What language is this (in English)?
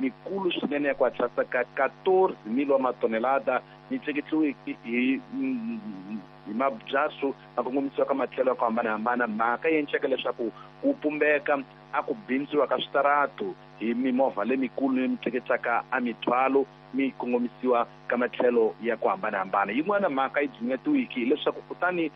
Tsonga